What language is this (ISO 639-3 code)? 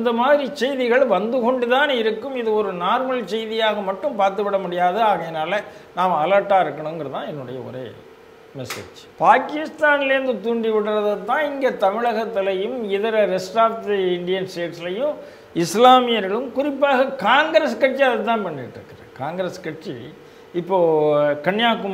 tam